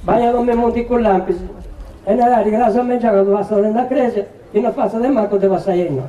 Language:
Sardinian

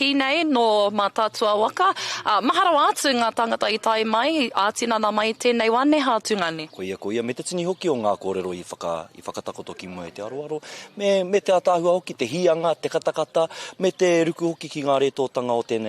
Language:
Māori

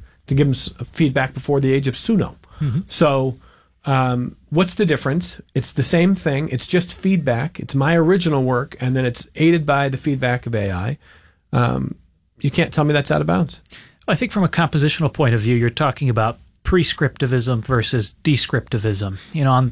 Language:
English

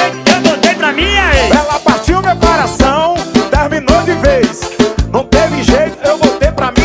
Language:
Portuguese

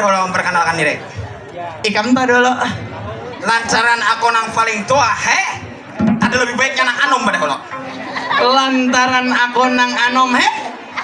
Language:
Banjar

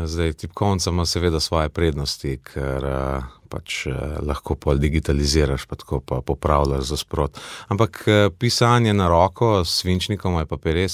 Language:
Slovenian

